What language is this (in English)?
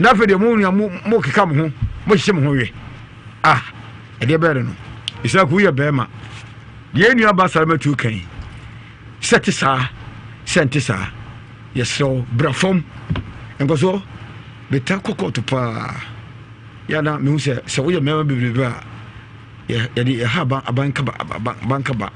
Akan